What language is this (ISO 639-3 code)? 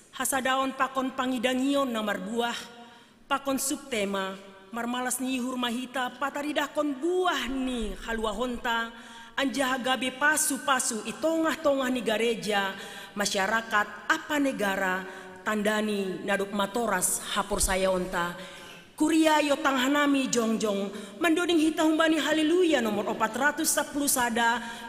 bts